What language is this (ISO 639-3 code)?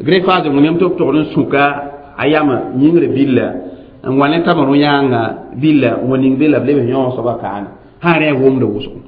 mos